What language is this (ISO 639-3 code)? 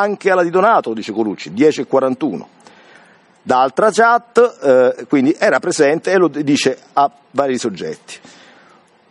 ita